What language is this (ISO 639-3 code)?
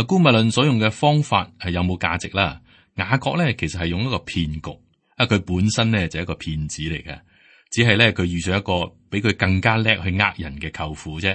yue